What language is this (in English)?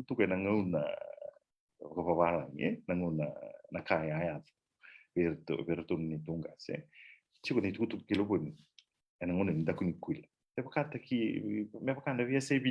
Fijian